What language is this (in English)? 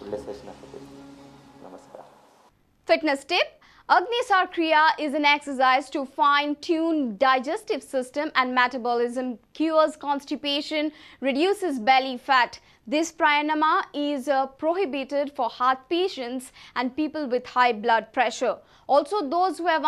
Konkani